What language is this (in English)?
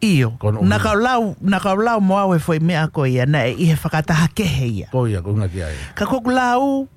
Tongan